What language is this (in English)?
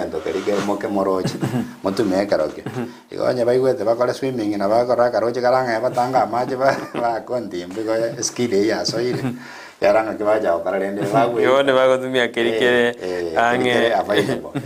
Gusii